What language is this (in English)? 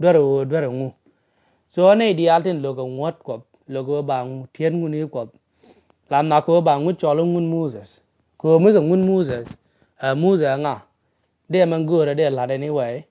Nuer